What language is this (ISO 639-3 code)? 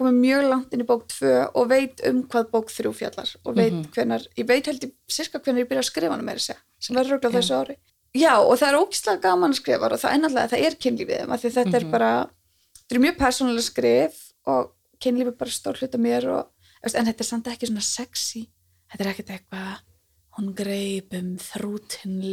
isl